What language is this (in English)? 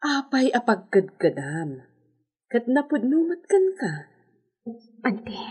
Iloko